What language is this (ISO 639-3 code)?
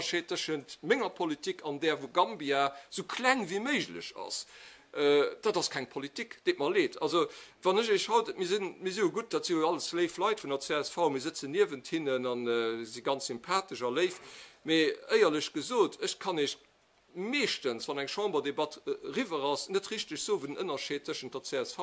ltz